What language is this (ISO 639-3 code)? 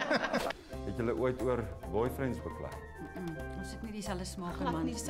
afr